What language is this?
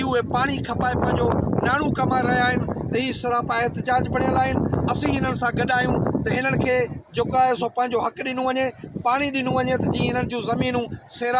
Sindhi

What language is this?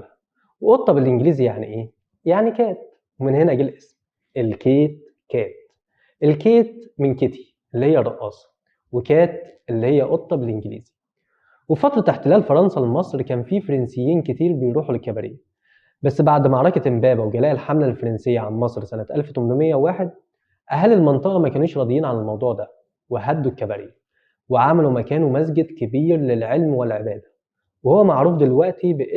Egyptian Arabic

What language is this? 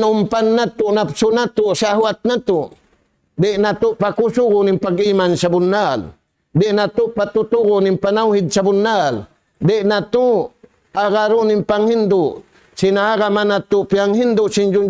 Tausug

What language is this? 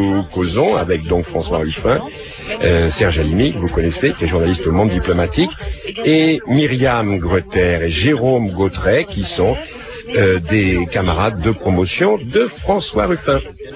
French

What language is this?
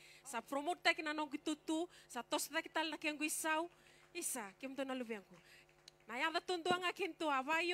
Fijian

